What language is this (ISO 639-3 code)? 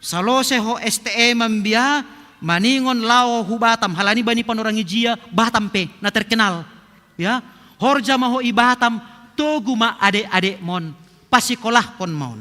bts